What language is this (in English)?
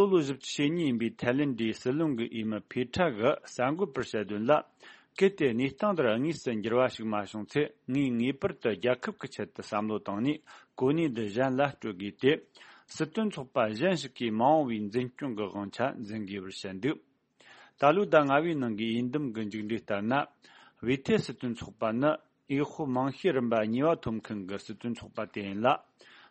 Tibetan